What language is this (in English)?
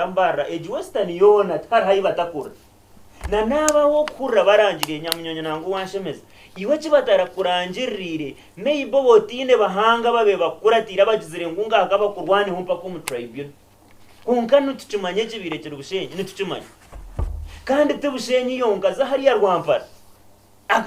Nyankole